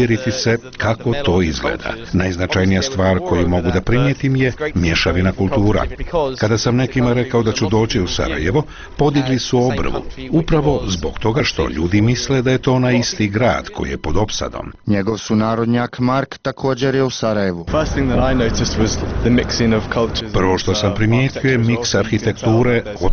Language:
Bosnian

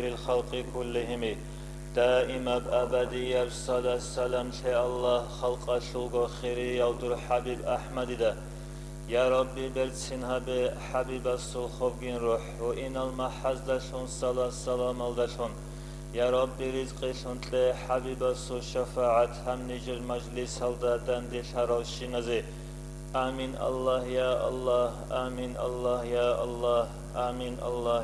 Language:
Avaric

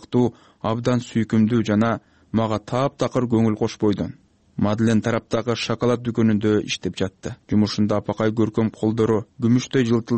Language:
Kyrgyz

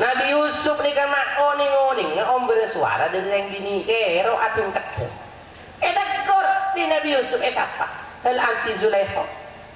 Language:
Madurese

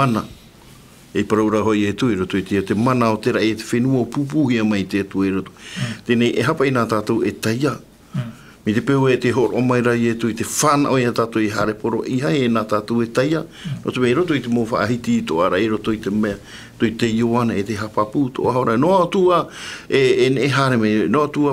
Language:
Tahitian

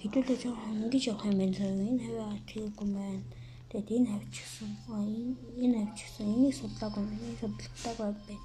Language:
Mongolian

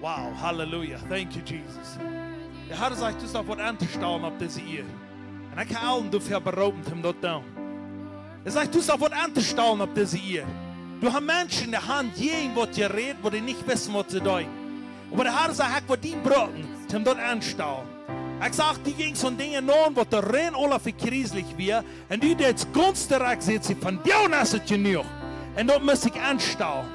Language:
Plautdietsch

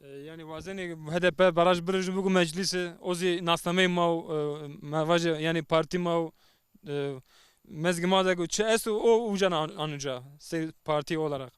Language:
Zaza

